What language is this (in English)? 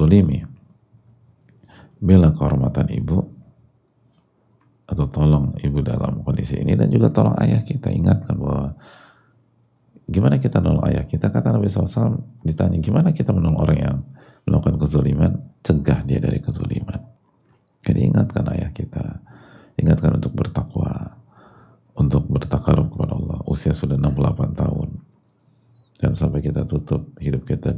Indonesian